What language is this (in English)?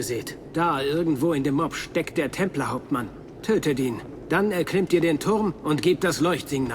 Bavarian